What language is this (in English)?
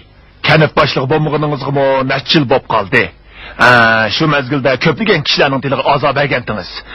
Uyghur